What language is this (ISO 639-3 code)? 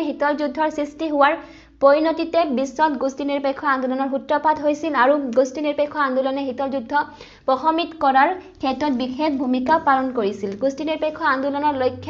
asm